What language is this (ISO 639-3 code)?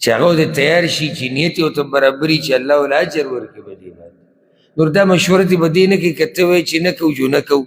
pus